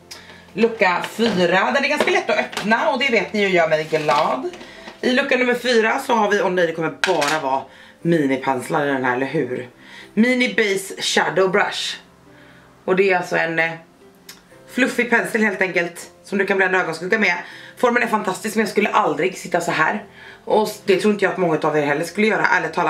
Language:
Swedish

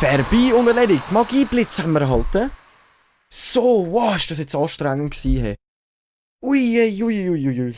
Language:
Swiss German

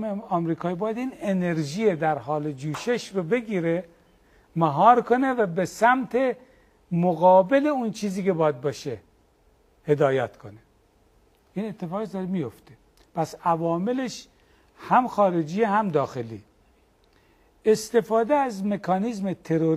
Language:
Persian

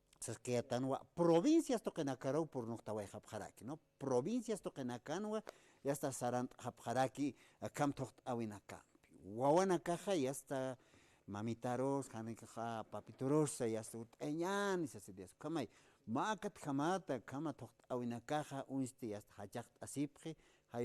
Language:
Aymara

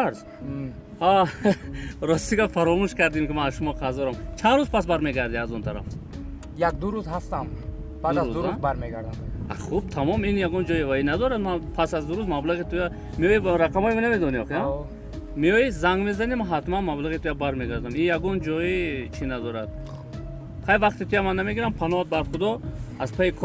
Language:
Tajik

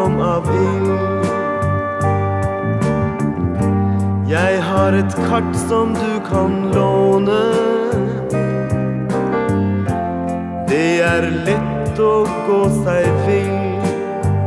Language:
Norwegian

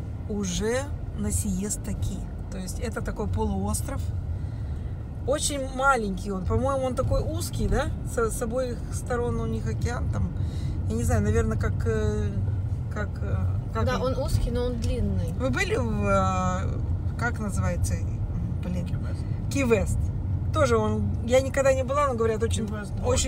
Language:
Russian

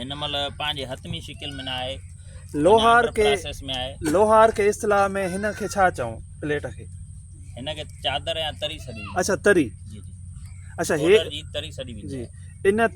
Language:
Sindhi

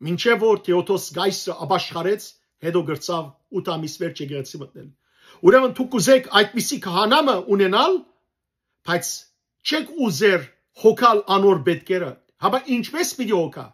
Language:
Western Armenian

